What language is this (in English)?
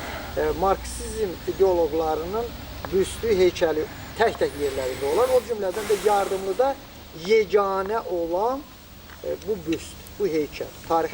Azerbaijani